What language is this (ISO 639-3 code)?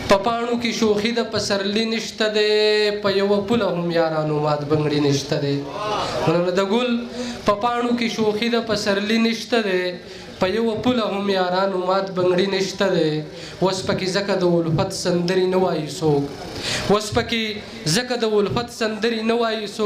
pus